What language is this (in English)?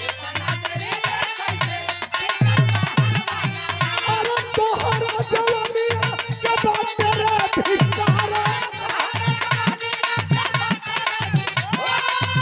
Bhojpuri